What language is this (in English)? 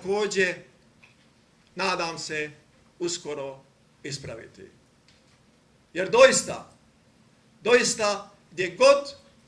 Croatian